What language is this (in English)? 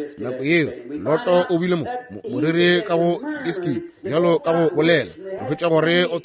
Northern Sotho